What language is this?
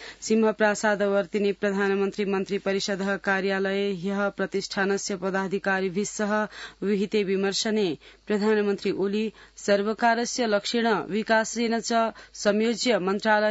Sanskrit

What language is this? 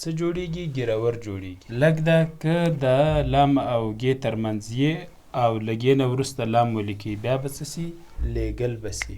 Pashto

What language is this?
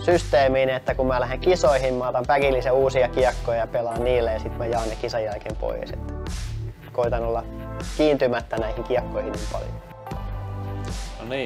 Finnish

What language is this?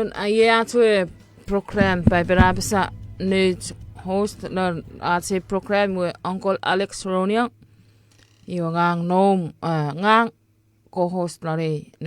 Chuukese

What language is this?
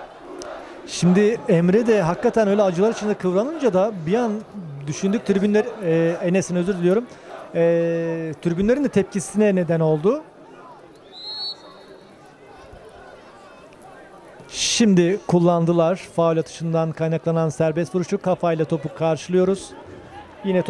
Turkish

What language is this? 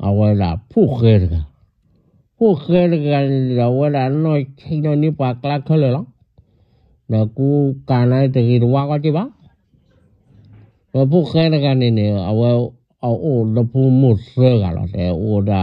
S'gaw Karen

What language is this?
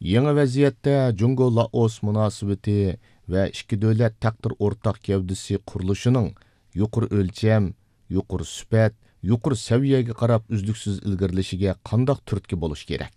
Uyghur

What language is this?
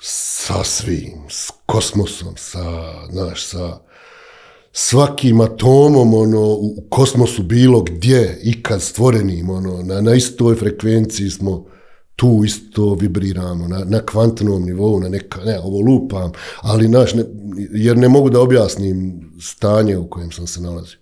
Bosnian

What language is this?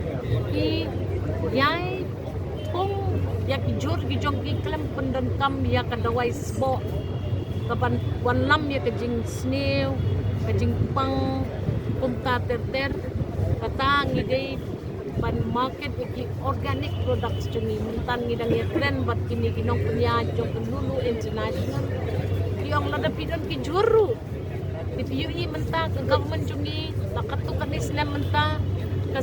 Khasi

